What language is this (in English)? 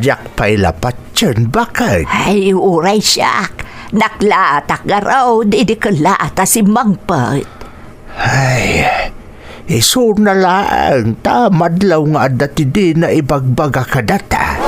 Iloko